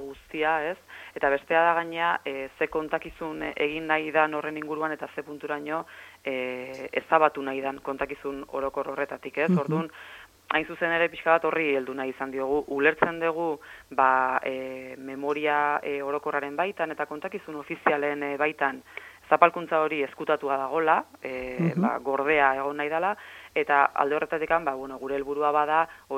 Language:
Basque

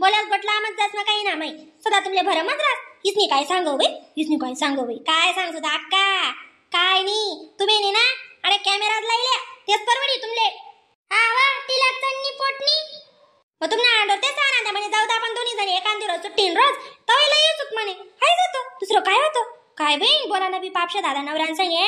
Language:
Khandesi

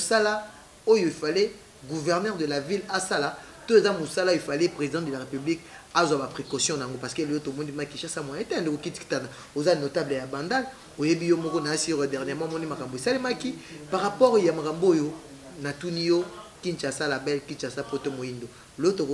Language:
Lingala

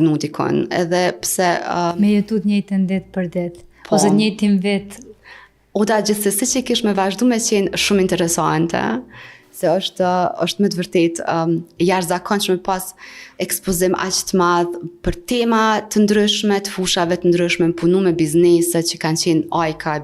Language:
Albanian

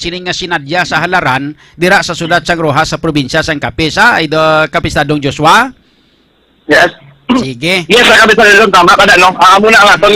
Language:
Hiligaynon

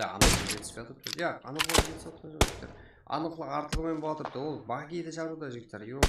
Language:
Kara-Kalpak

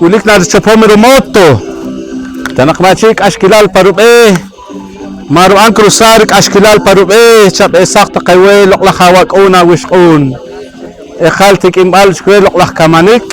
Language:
Poqomchi'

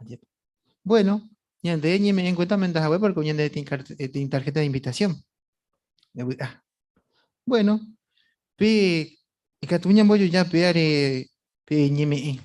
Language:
Guarani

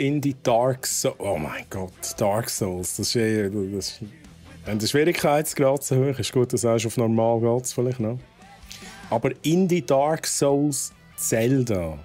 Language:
Swiss German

